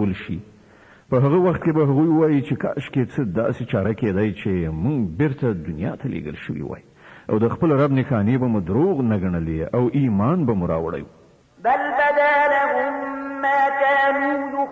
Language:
Pashto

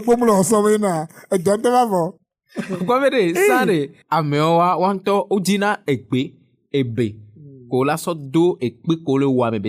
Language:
Ewe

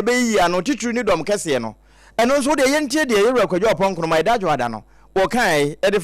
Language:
Akan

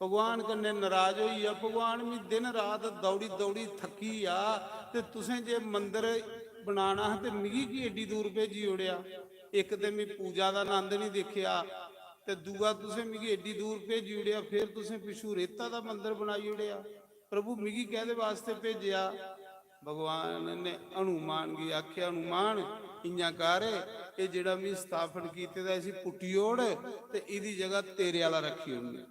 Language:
Dogri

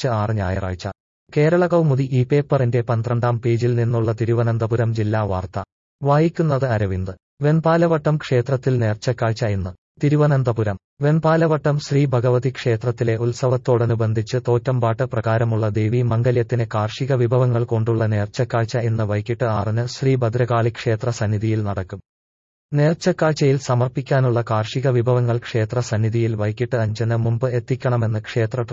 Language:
Malayalam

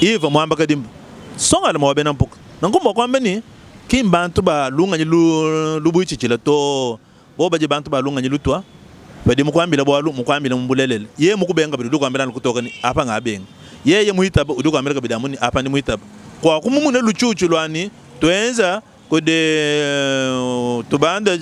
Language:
Luba-Lulua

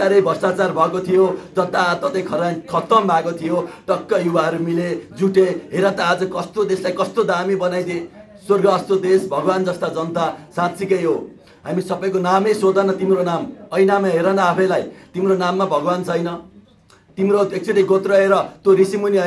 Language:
Nepali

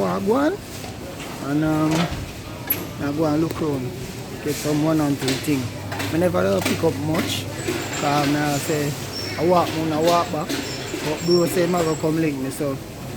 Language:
Jamaican Creole English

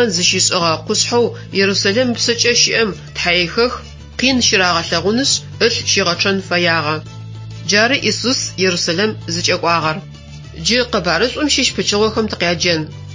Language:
Adyghe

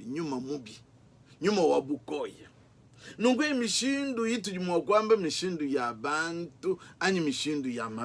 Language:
Luba-Lulua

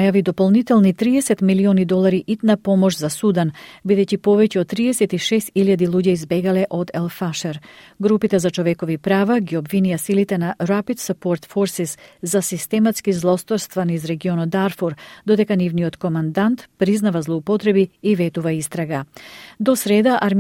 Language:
Macedonian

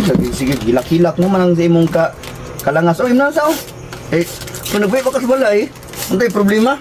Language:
Cebuano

